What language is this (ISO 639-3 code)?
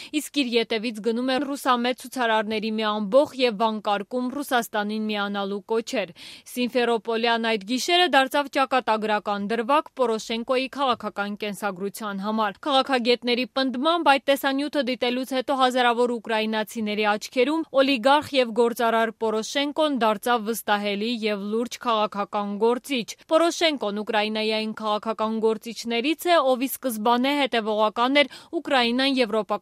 hye